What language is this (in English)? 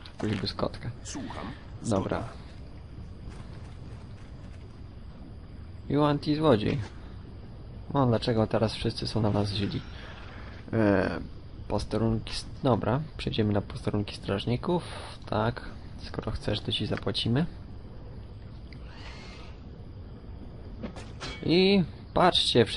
Polish